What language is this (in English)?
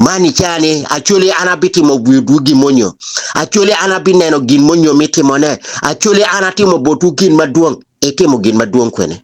Acoli